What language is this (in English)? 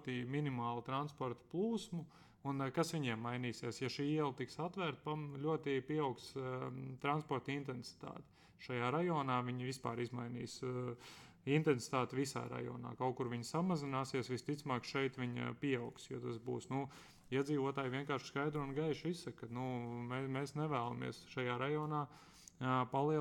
Latvian